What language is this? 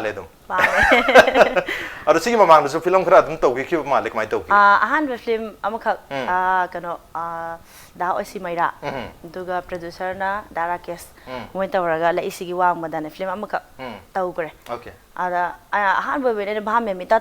Manipuri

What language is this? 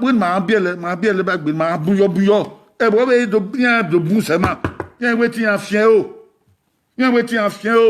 Bini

